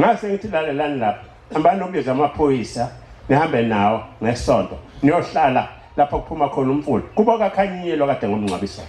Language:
Zulu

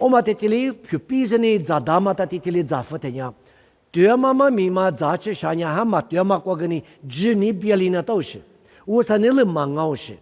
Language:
Lisu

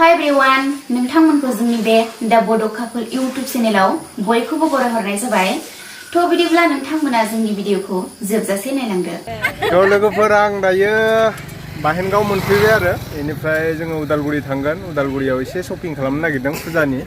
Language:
Bodo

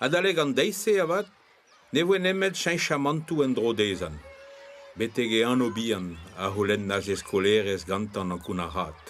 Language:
Breton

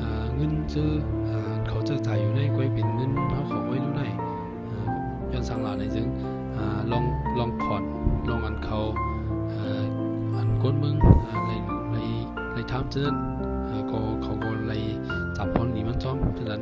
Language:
Shan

